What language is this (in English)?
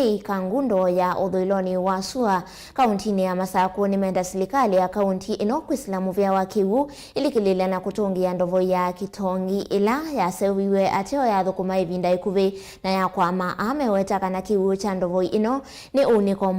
Kamba